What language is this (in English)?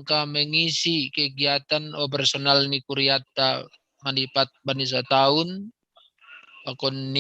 Batak Simalungun